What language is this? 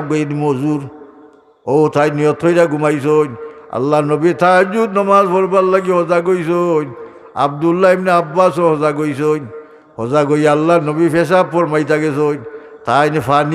Sylheti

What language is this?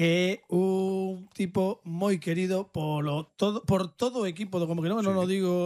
Galician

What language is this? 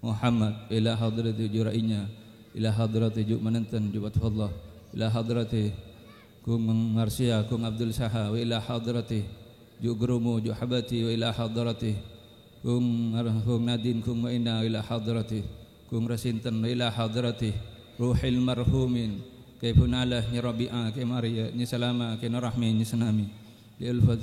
Madurese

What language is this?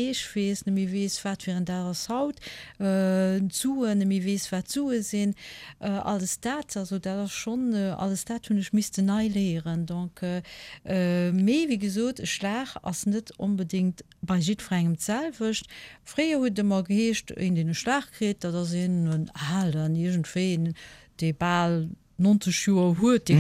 Luxembourgish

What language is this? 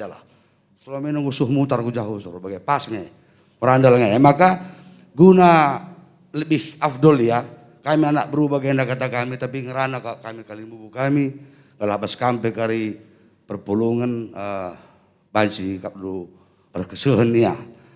Batak Karo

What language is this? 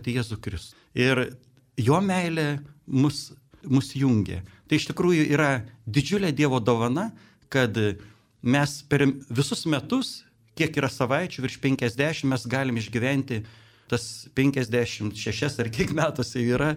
Lithuanian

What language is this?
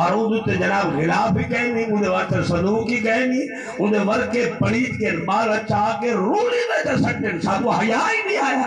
Saraiki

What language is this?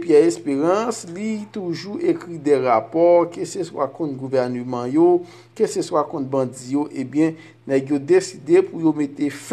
Haitian Creole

